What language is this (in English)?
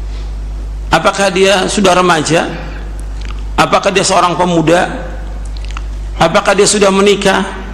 Indonesian